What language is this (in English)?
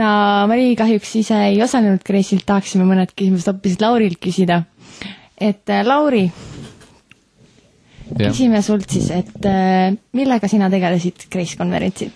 Estonian